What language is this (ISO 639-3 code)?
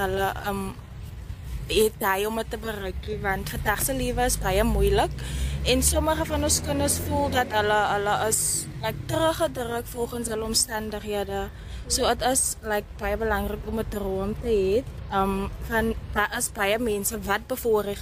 afr